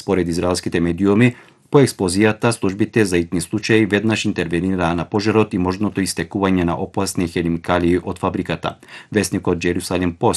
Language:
Macedonian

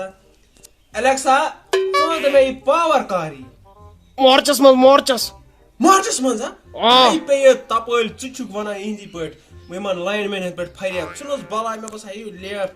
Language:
Kashmiri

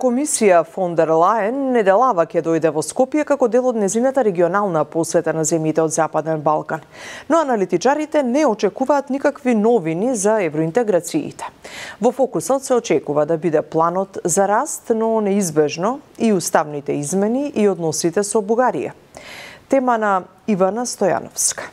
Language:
Macedonian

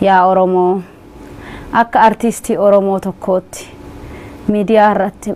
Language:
Oromo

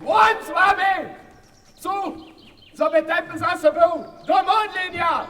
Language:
Upper Sorbian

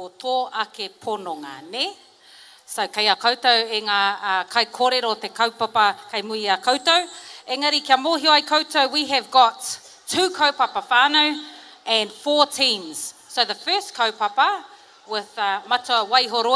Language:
Māori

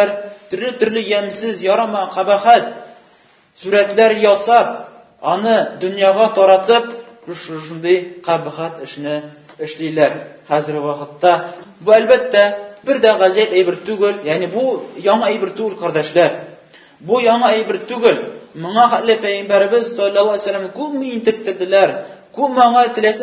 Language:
Tatar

